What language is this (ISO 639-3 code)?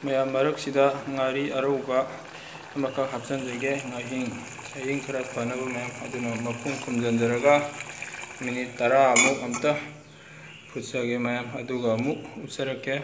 mni